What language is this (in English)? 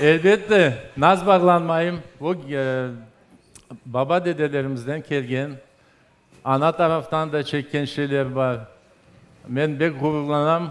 Crimean Tatar